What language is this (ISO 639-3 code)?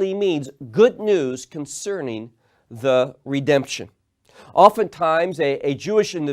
eng